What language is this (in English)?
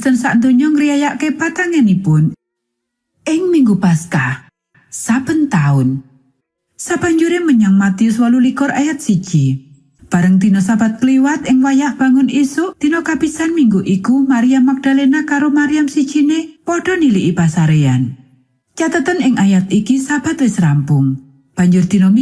Javanese